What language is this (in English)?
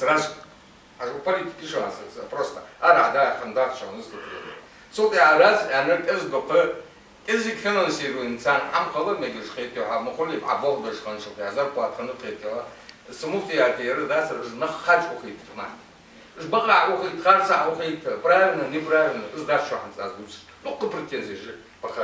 Ingush